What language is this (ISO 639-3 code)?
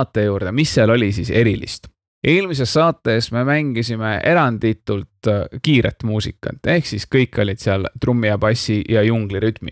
est